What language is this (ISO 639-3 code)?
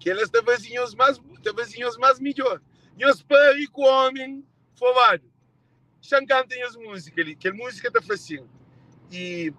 kea